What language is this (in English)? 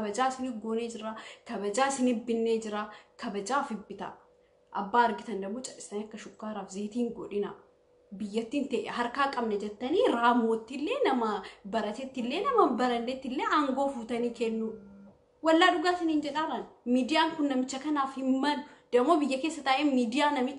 Oromo